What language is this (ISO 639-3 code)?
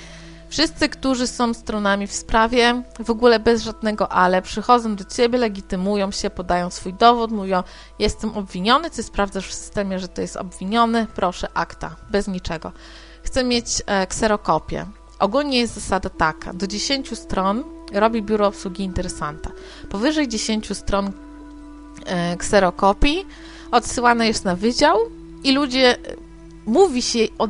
pol